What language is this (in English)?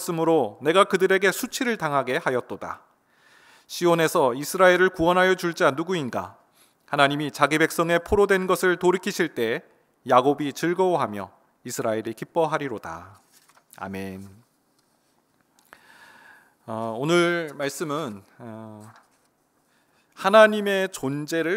Korean